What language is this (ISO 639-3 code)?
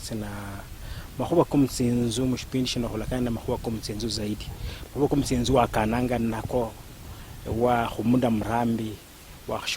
luy